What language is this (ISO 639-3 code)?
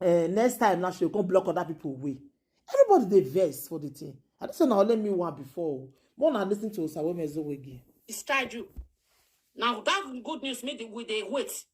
pcm